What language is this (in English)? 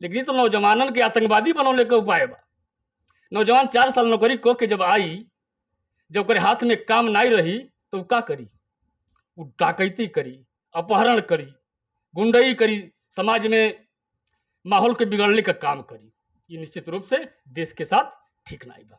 Bhojpuri